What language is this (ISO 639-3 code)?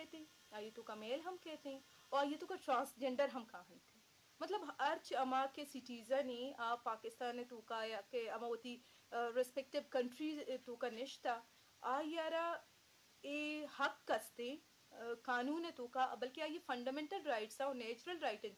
bgp